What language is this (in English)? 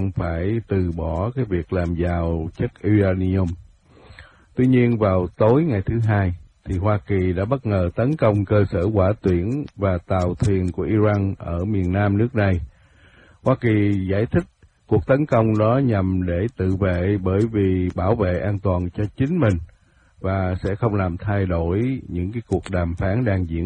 Vietnamese